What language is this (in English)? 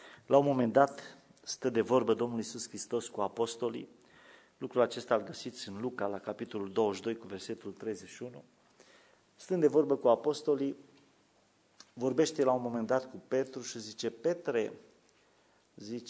Romanian